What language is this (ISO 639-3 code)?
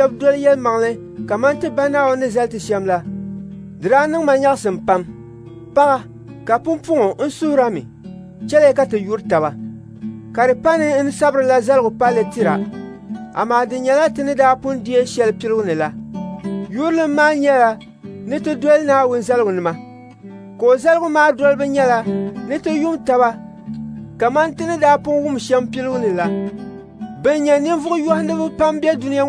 dag